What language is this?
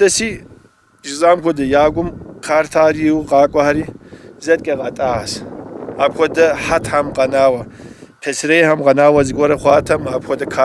Kabardian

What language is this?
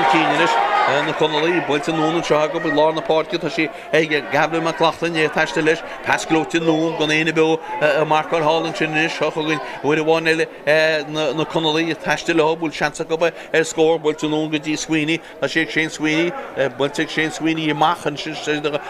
Irish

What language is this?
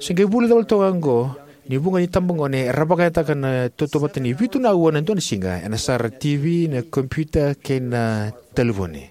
Fijian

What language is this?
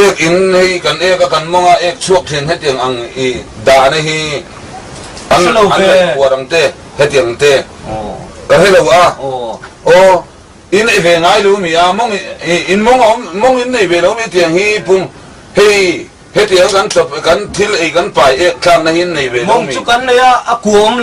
Mizo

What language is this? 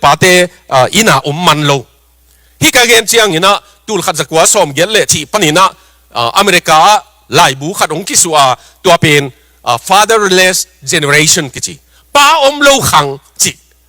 Tedim Chin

